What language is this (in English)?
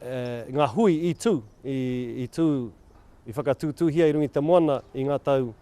Māori